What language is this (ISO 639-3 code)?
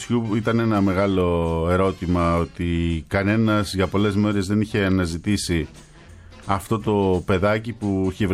ell